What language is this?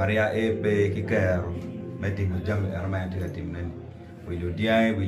Acoli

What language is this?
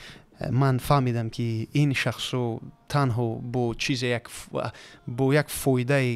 Tajik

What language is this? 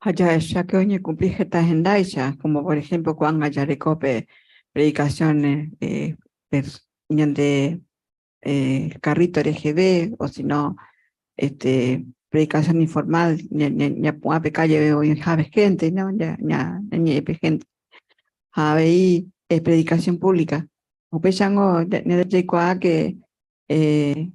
Guarani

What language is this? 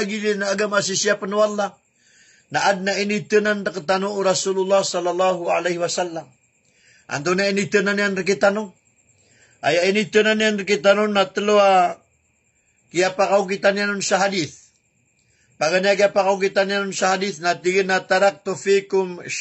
Maranao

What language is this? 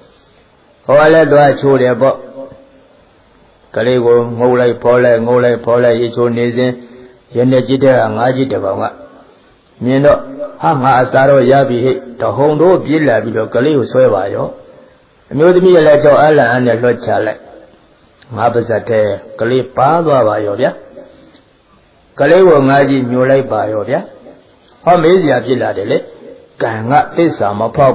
Burmese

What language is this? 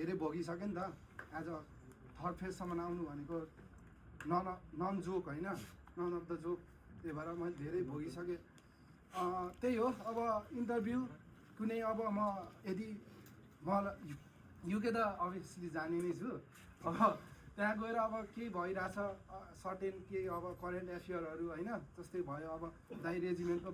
Nepali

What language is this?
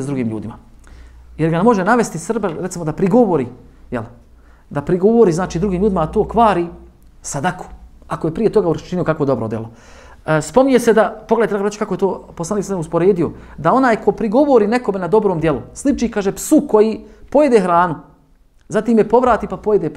Bosnian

